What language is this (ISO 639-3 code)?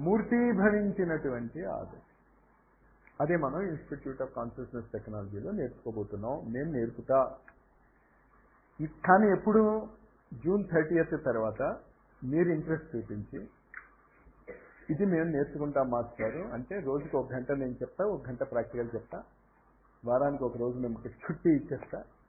tel